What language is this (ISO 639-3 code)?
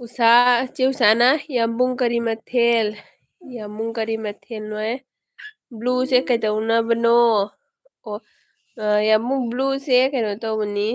mni